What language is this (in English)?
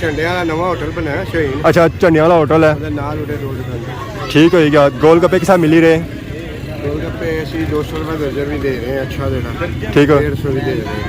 Pahari-Potwari